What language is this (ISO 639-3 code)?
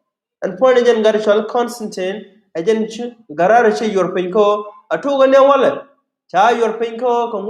nus